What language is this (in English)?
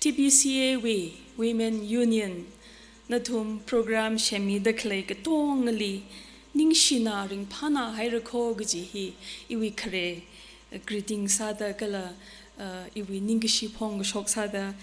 Tangkhul Naga (India)